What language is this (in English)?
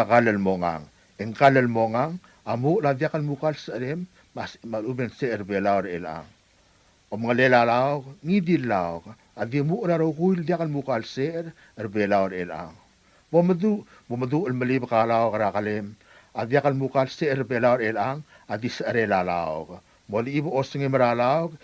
Palauan